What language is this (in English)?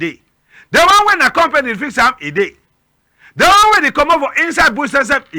Cameroon Pidgin